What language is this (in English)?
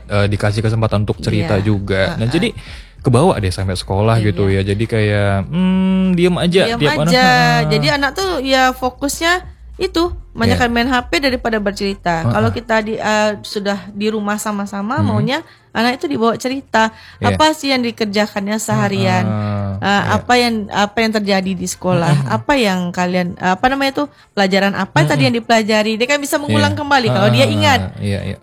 Indonesian